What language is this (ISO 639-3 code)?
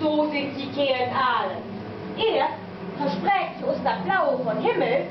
nds